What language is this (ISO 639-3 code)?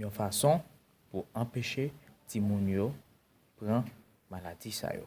hat